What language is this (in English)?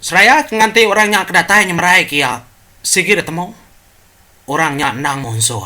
Iban